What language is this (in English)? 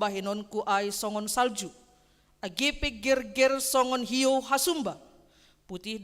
Batak Simalungun